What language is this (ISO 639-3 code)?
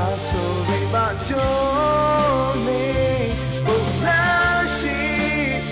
lhu